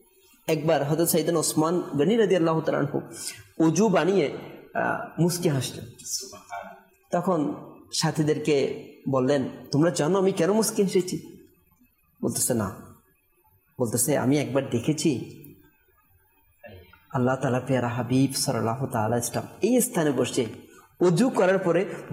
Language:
Bangla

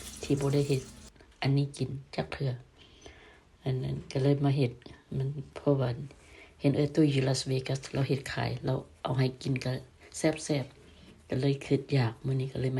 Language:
Lao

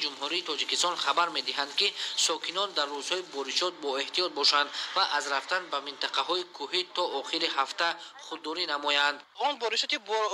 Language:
Tajik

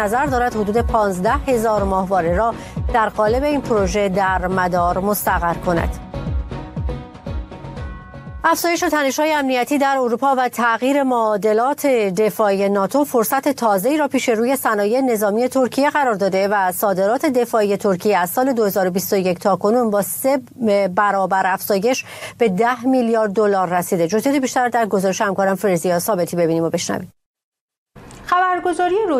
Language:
Persian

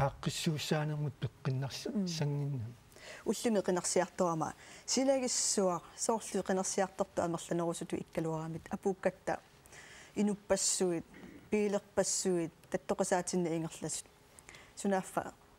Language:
Kalaallisut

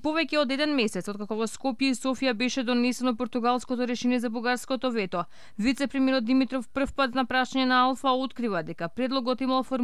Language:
Macedonian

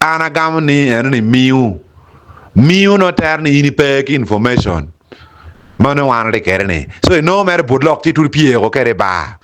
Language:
Acoli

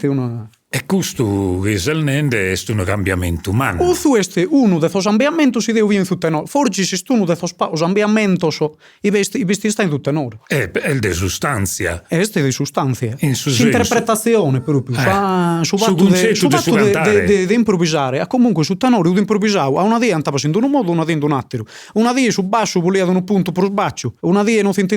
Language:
Sardinian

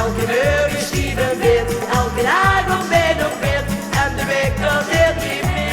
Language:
Limburgish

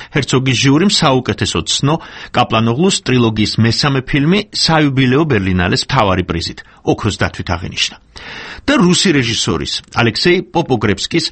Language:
Georgian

